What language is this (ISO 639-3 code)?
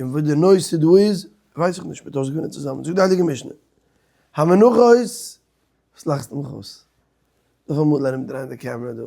yid